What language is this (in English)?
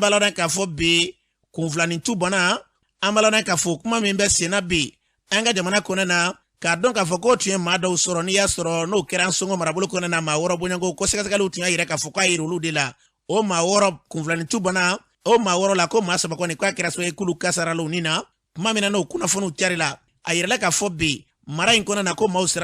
Bambara